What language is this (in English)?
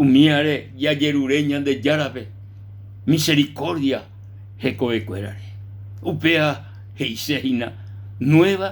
Guarani